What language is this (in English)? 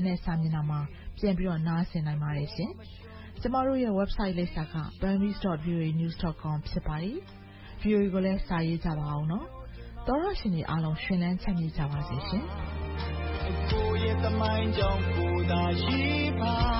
Burmese